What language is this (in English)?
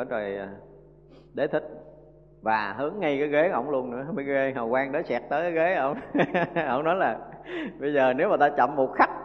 Vietnamese